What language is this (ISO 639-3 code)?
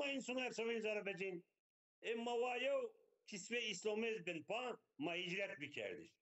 zza